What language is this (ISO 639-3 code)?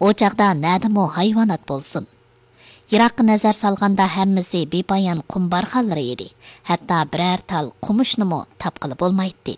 uig